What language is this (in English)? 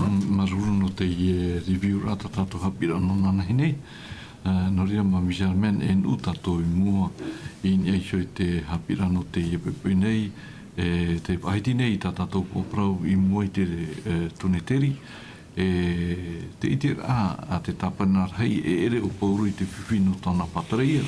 Tahitian